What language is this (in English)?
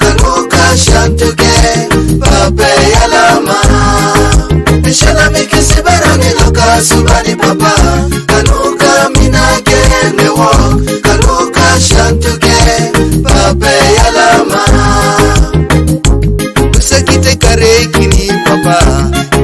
Teso